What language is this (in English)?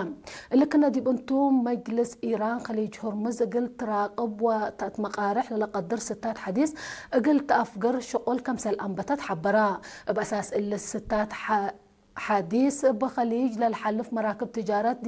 Tigre